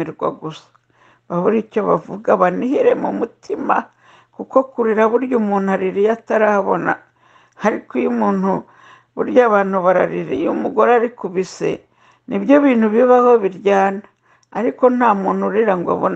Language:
Kinyarwanda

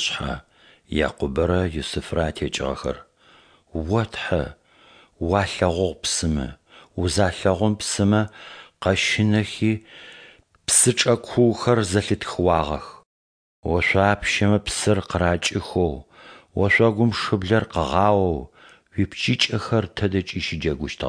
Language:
Adyghe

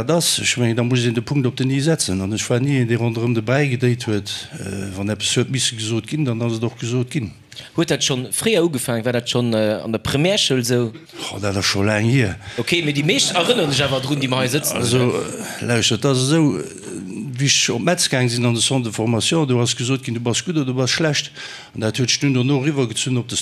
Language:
Luxembourgish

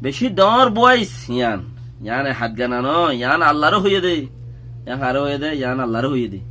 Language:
Rohingya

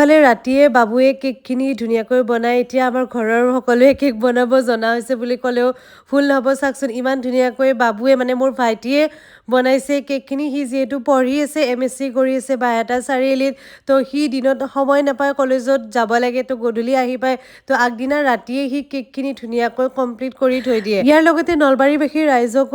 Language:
Assamese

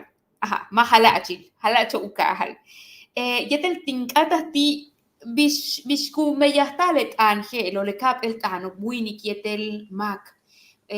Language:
Yucateco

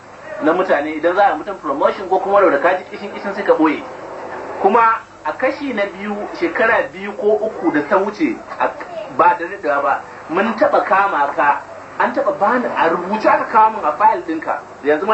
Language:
Hausa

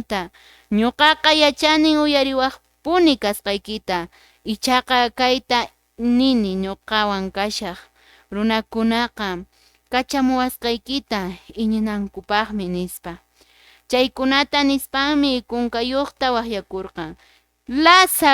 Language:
Quechua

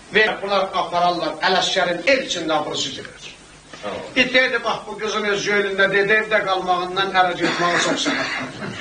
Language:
South Azerbaijani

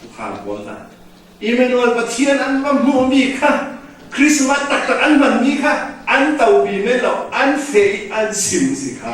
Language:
Falam Chin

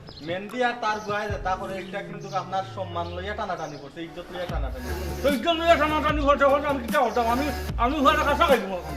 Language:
Sylheti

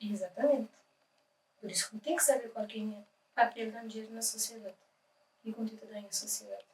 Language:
Kabuverdianu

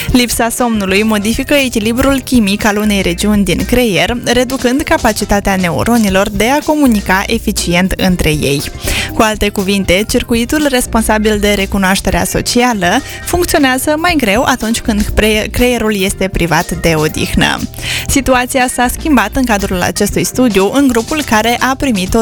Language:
Romanian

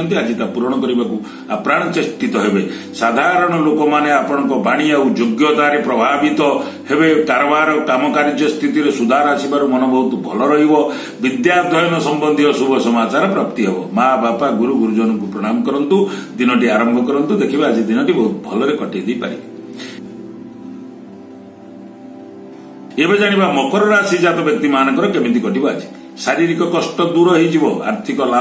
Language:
Odia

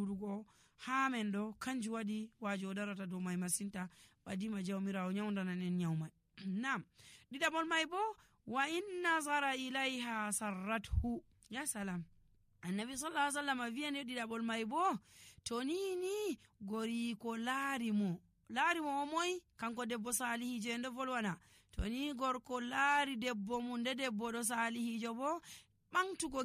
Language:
Nigerian Fulfulde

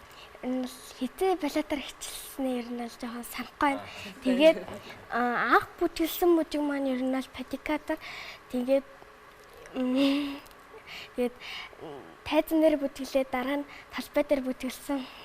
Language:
Mongolian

